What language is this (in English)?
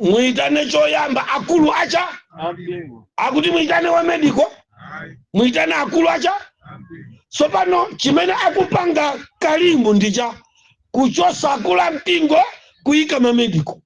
Nyanja